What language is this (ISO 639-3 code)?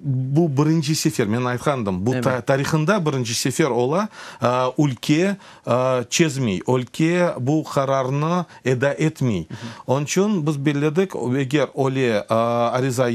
crh